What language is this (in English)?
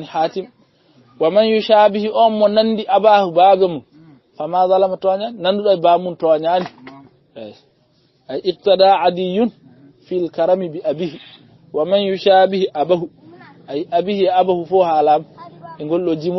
Fula